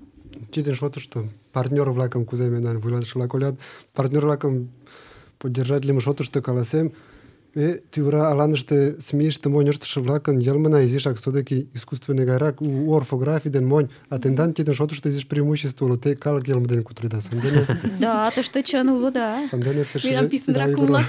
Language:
Mari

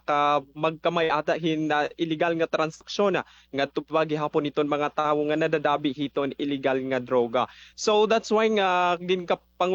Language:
Waray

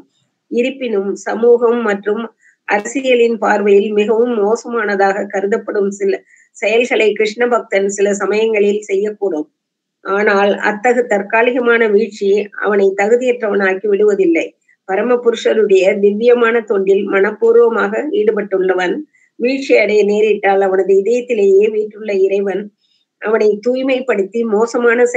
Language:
Tamil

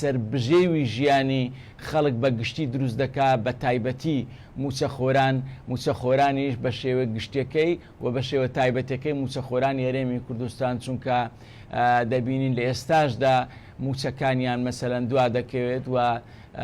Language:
Central Kurdish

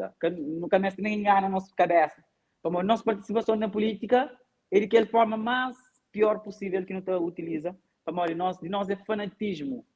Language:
Kabuverdianu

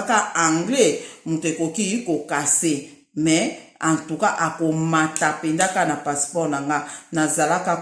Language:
Lingala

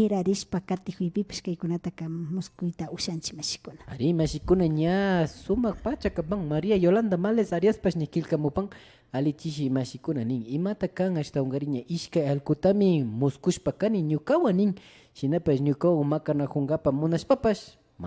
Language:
Imbabura Highland Quichua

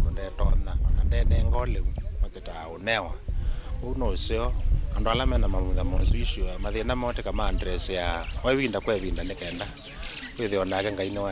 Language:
Kamba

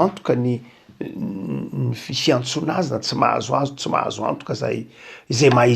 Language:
Malagasy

